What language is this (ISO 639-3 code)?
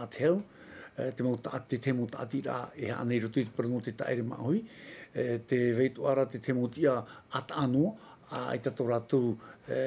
tah